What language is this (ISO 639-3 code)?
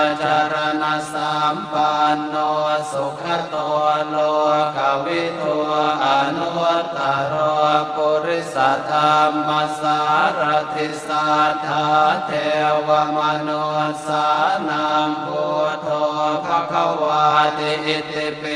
pli